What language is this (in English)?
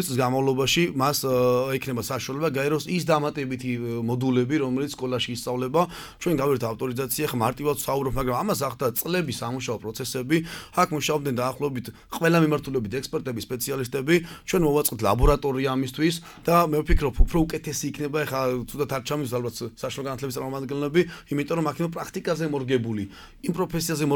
Georgian